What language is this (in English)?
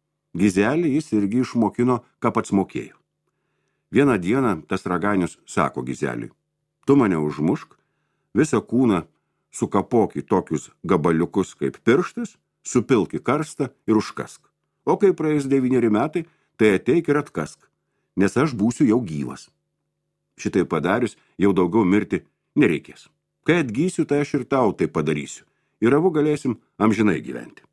Lithuanian